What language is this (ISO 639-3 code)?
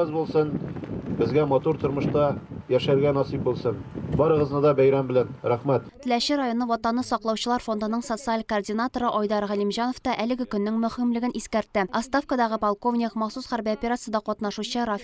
tat